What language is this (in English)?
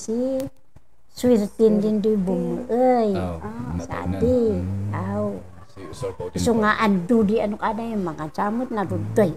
Kankanaey